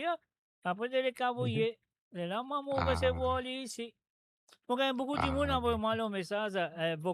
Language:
Morisyen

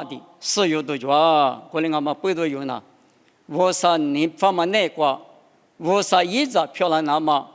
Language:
Lisu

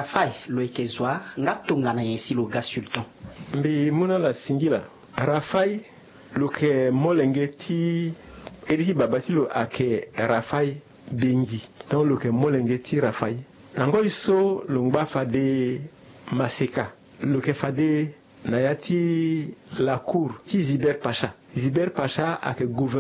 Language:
Sango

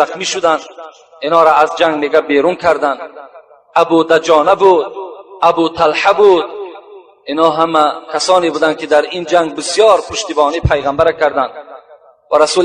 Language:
Tajik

